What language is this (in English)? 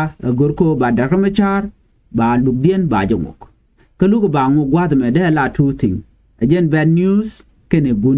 Nuer